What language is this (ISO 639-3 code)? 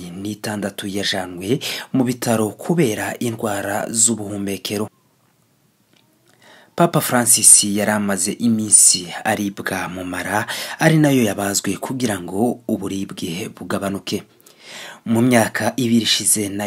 kin